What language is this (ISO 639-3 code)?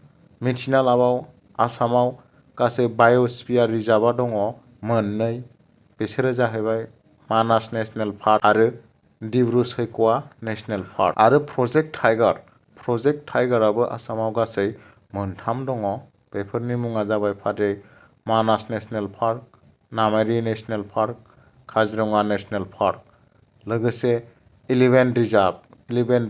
brx